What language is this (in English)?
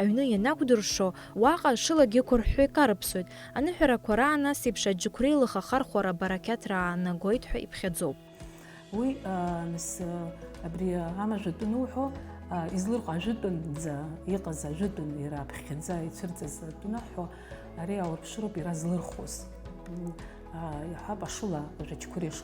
Abkhazian